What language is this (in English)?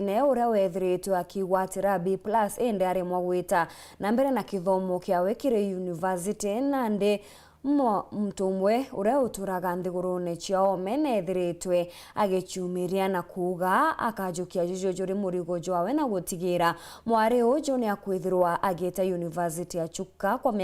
Meru